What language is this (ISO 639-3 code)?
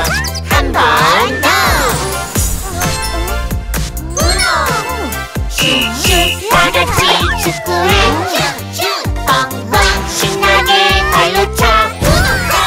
kor